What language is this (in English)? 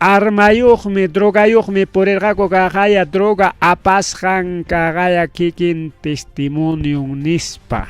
Ayacucho Quechua